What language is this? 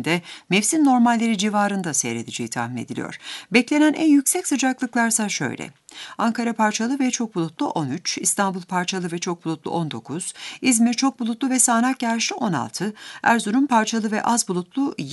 Turkish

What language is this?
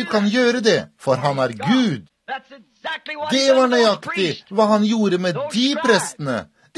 Norwegian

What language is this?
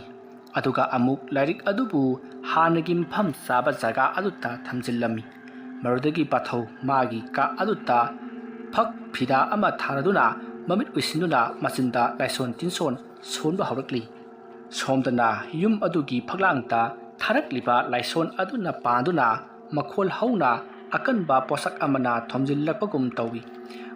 Manipuri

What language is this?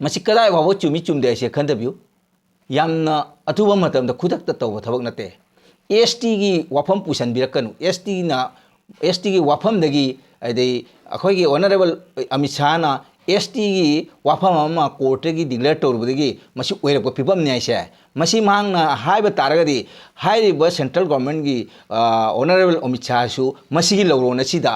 Manipuri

